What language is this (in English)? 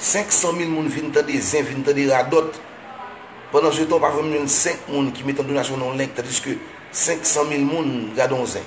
Haitian Creole